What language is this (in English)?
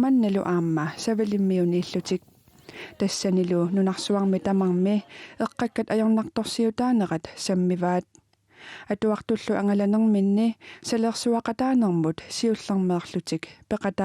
Kalaallisut